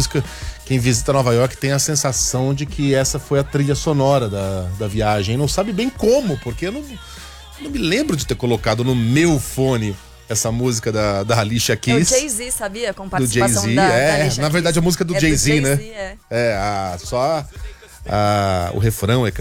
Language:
Portuguese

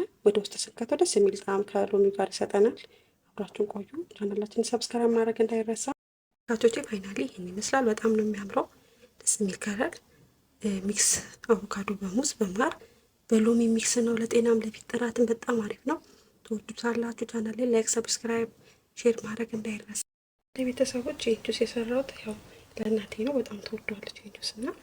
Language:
Amharic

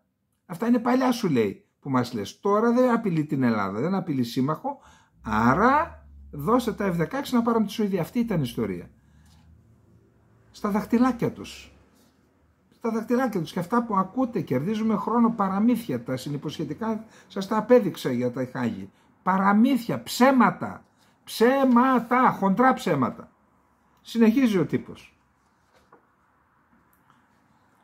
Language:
Greek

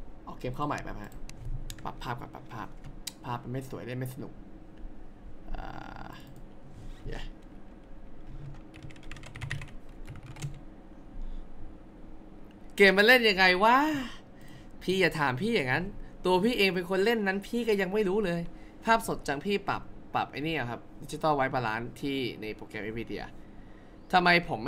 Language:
Thai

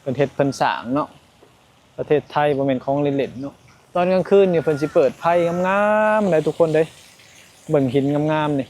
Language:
Lao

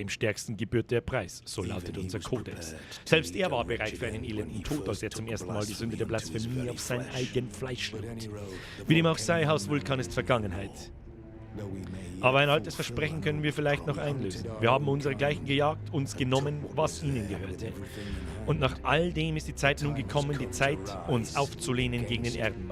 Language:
Bavarian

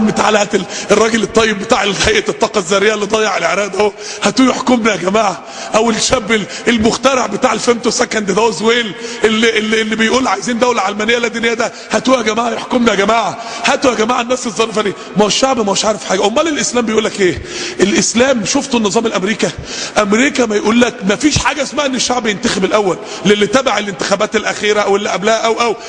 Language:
Egyptian Arabic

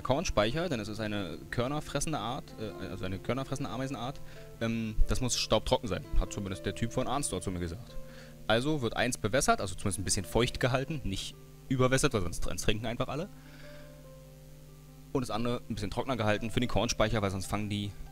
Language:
German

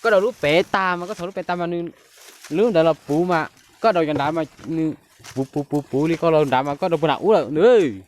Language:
Hmong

